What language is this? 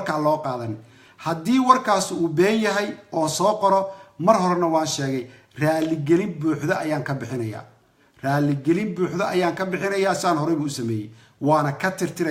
Somali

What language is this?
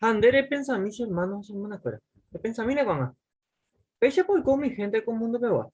Guarani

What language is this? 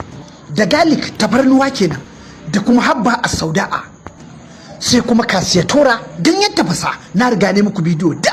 Hausa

